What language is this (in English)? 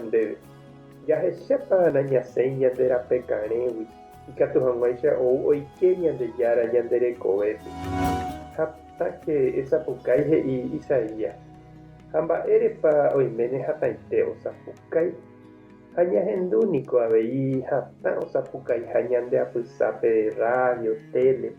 Guarani